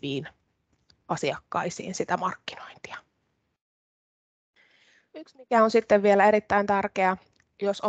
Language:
Finnish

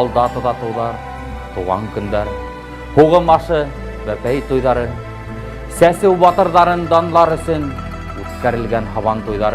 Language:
Bashkir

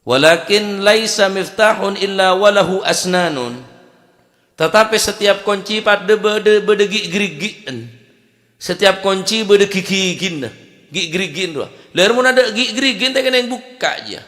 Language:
Madurese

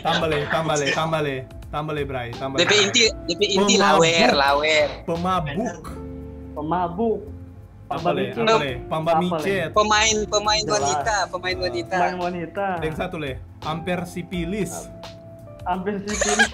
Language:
Manado Malay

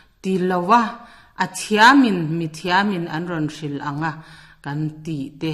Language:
Mizo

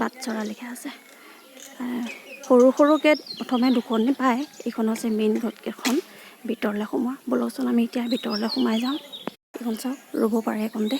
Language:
Assamese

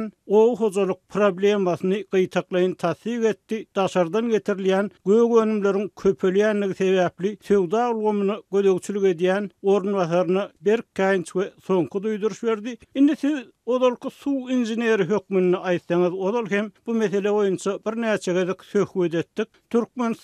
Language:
Turkmen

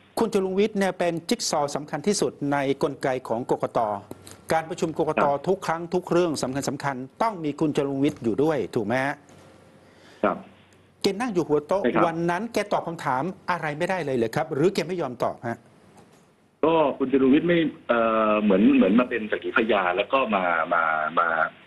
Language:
Thai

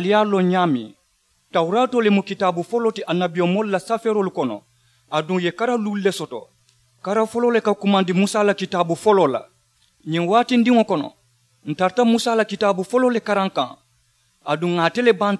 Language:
Mandingo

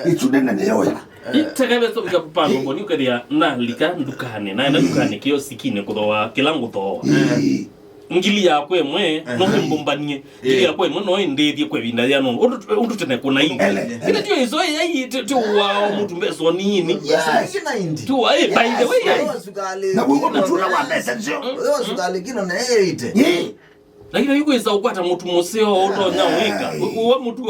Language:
Kamba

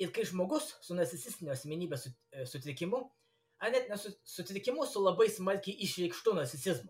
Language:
Lithuanian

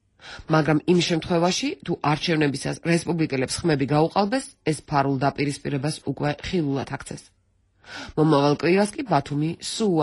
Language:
Georgian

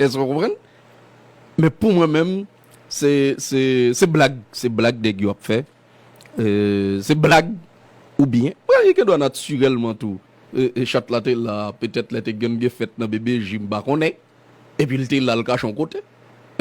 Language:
Haitian Creole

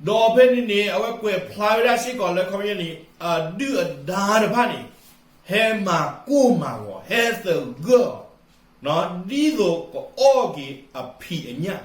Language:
S'gaw Karen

